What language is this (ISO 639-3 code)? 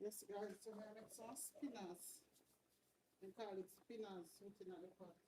jam